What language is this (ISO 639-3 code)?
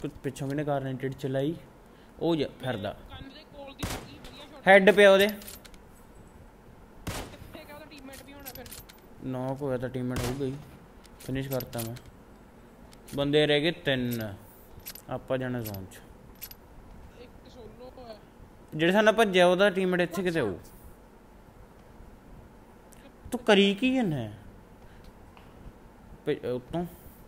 pan